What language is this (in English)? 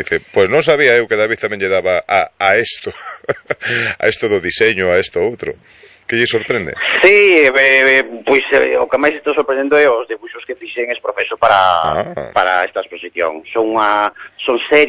Galician